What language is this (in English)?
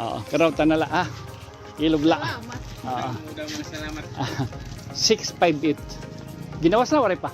Waray